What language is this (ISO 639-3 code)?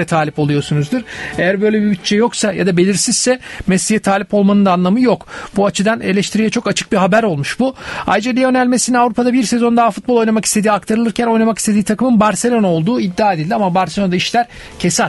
tur